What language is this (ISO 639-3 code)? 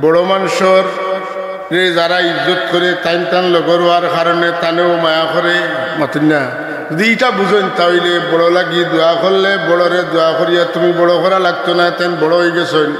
syl